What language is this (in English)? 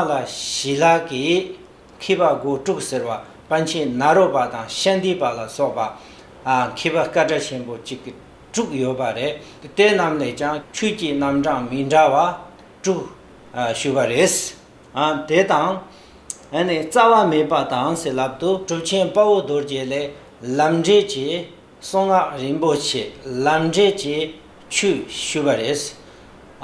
Tibetan